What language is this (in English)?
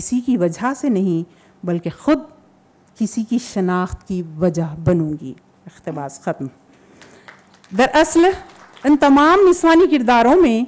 Urdu